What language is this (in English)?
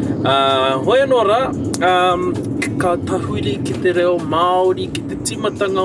Māori